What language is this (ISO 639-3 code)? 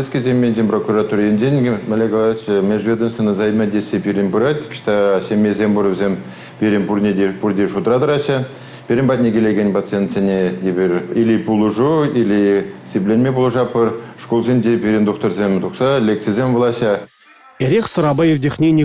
chv